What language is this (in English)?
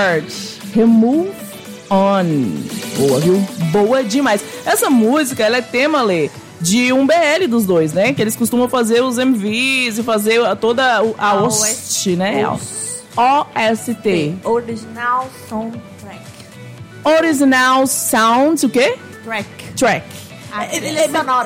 Portuguese